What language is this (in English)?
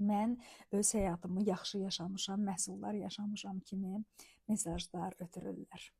Azerbaijani